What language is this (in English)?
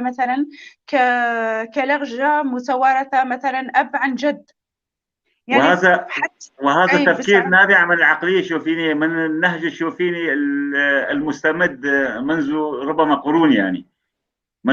North Levantine Arabic